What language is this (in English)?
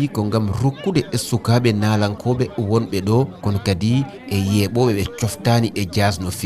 Fula